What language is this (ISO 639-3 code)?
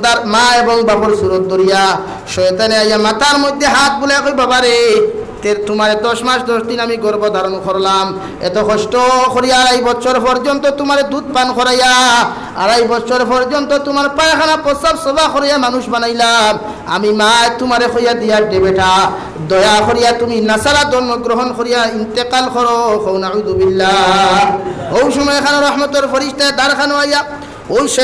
syl